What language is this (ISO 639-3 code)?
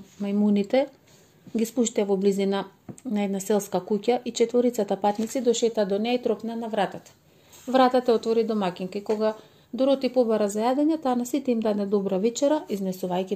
mkd